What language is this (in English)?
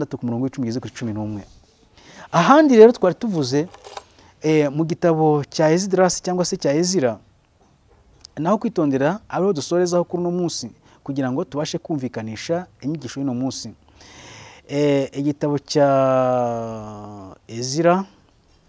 Kinyarwanda